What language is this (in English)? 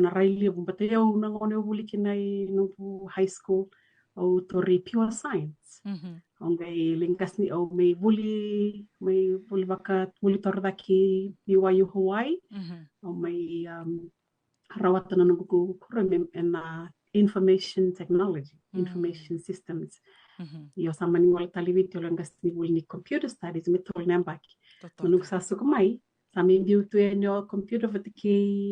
Fijian